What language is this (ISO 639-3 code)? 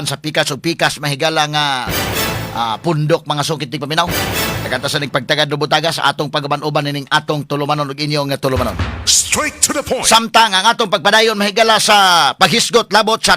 ceb